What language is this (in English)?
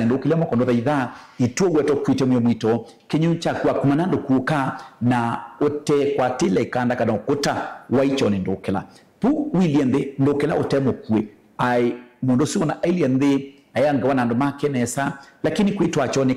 Kamba